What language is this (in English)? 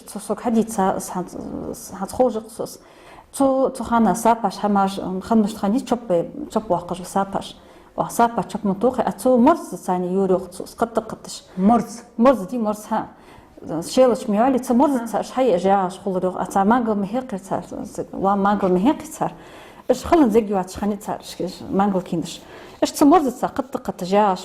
Ingush